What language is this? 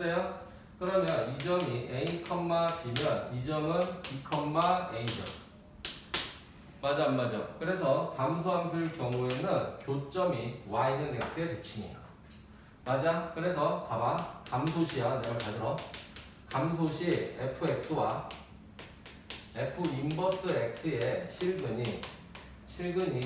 Korean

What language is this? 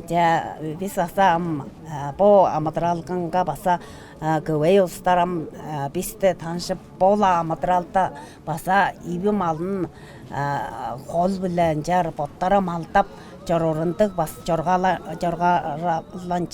Tuvinian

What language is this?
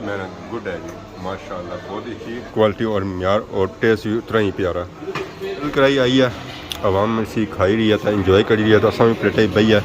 Pahari-Potwari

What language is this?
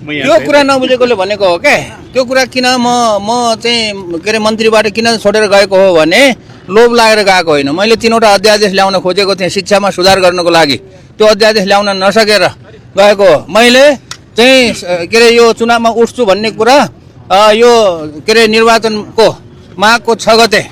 Nepali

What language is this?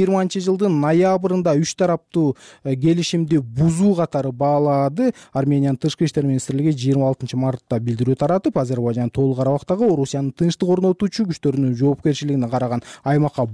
Kyrgyz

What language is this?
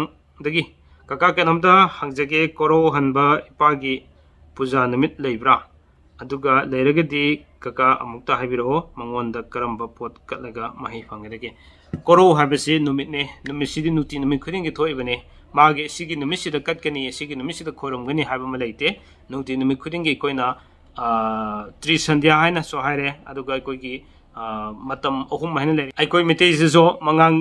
Manipuri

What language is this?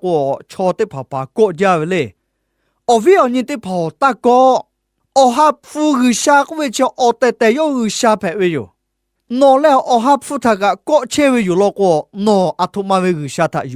Lahu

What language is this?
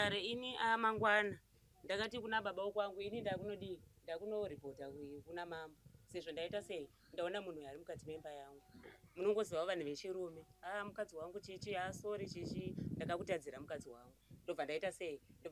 Shona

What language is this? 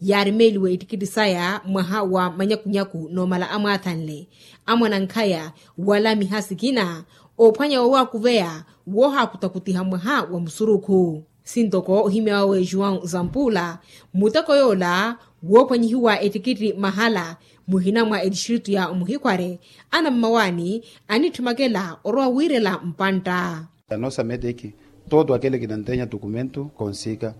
Makhuwa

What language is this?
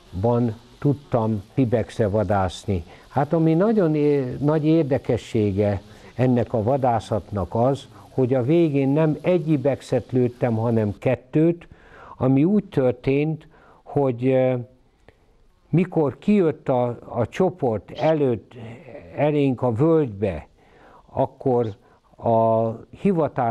Hungarian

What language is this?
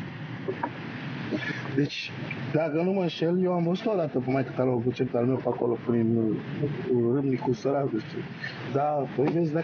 Romanian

